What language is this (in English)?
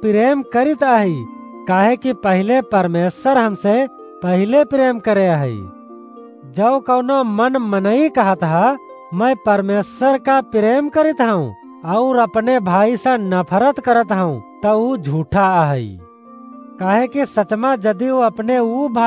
Awadhi